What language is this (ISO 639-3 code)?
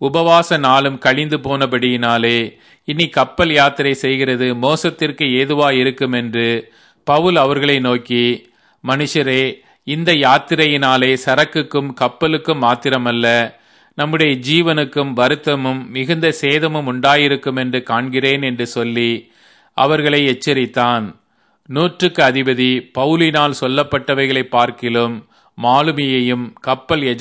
tam